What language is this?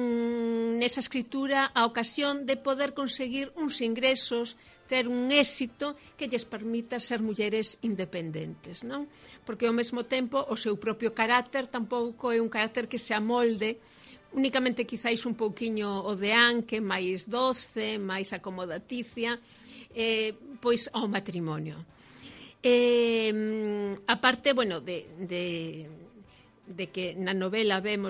Galician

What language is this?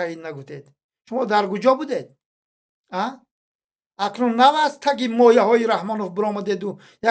Tajik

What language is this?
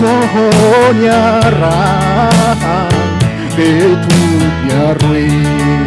Tetum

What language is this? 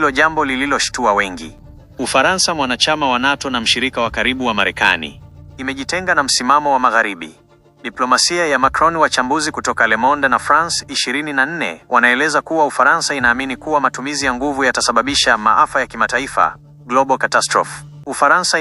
Swahili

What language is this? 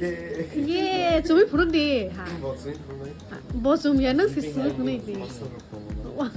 Kok Borok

